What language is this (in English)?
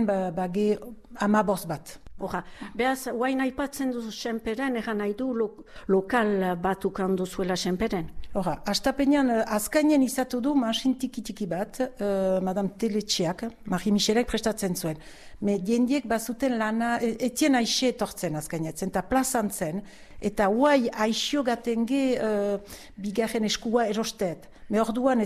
Basque